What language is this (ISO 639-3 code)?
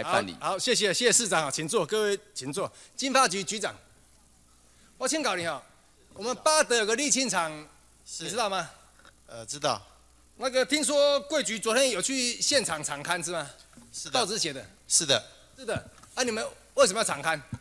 zho